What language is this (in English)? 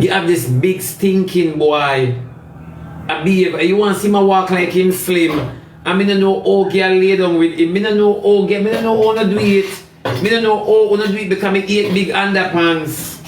Jamaican Creole English